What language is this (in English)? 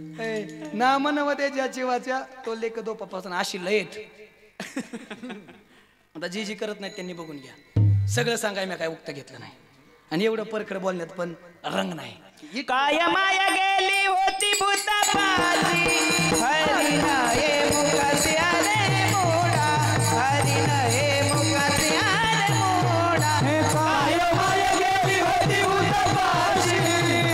Marathi